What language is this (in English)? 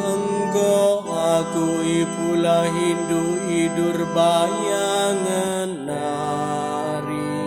Batak Karo